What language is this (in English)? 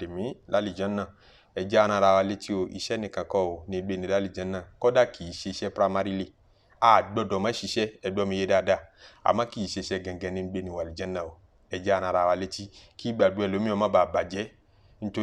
Yoruba